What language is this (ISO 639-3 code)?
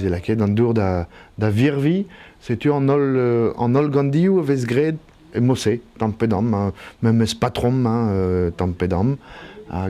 bre